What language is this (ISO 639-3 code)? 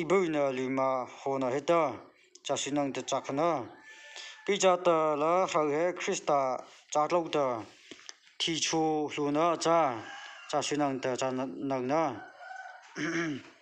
mrh